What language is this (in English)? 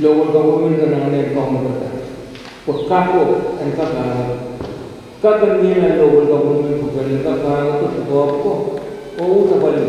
Pohnpeian